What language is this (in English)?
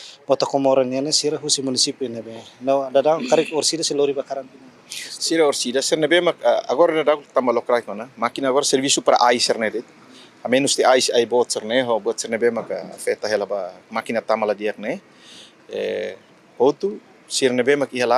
Tetum